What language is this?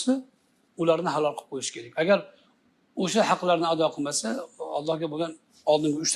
Uzbek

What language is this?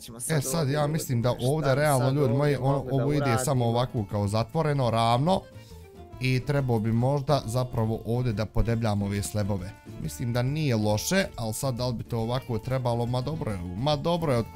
Bosnian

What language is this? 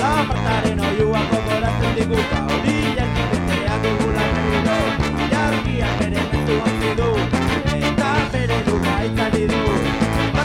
Basque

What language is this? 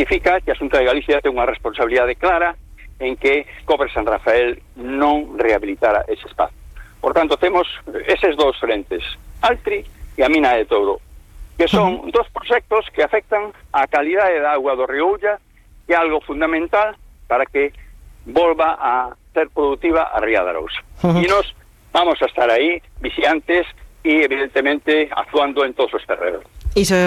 Galician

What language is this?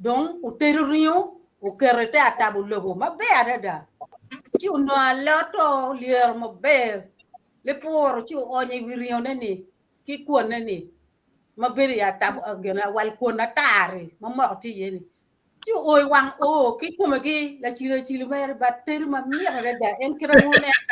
Acoli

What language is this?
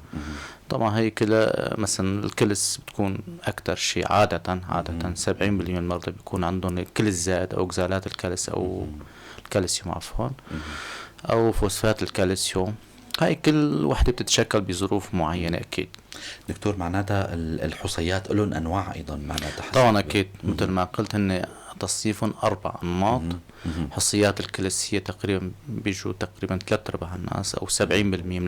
North Levantine Arabic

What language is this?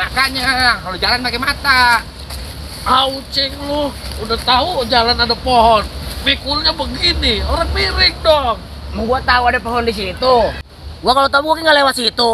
Betawi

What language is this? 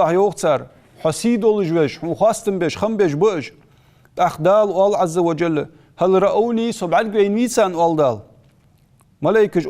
Ingush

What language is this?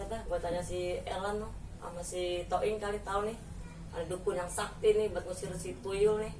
Betawi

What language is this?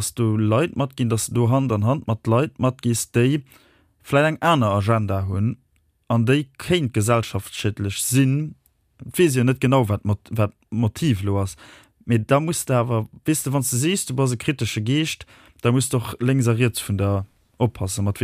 Luxembourgish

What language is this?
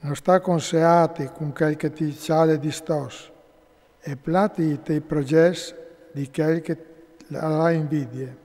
Friulian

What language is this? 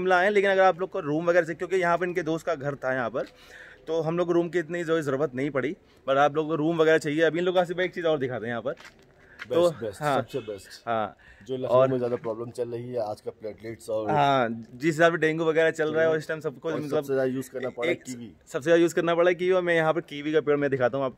Hindi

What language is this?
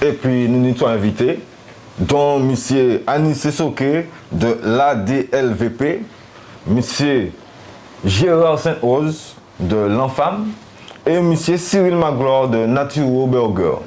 Guadeloupean Creole French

